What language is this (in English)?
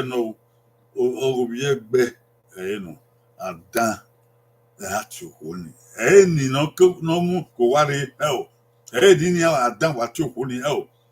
Bini